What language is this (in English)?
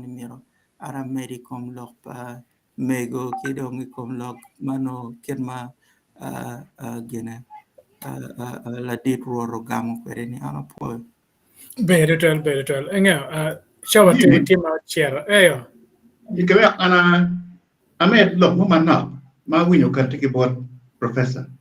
Acoli